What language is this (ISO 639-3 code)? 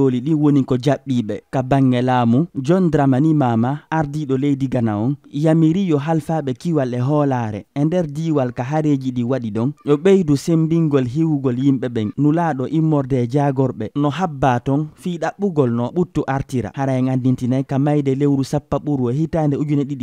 ful